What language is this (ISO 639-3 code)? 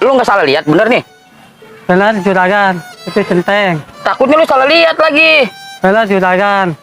bew